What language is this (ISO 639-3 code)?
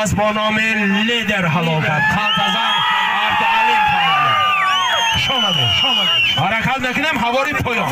tgk